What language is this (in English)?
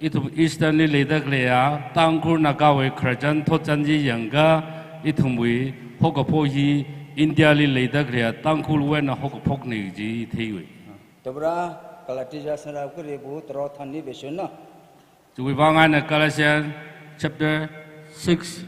Tangkhul Naga (India)